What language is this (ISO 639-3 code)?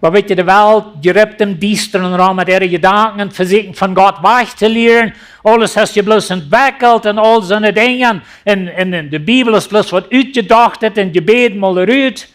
pdt